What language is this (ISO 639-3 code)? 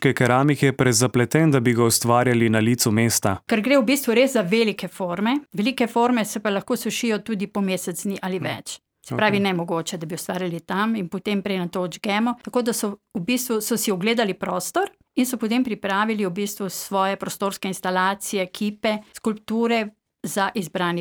slv